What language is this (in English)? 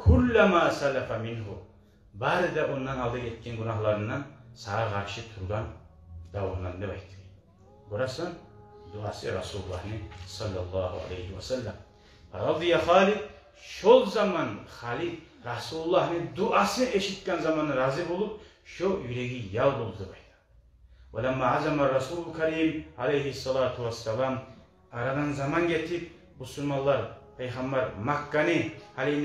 Kumyk